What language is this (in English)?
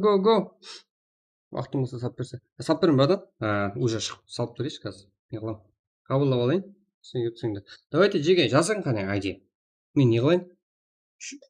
Kara-Kalpak